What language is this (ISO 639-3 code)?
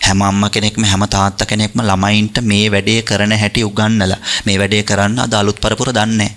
sin